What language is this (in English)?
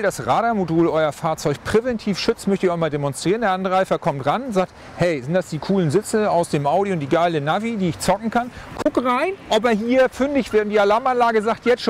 German